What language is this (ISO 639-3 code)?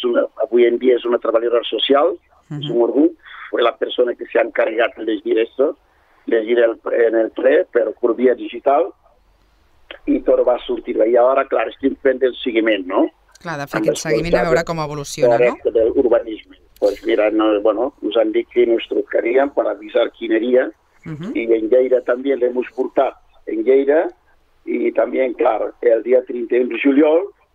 cat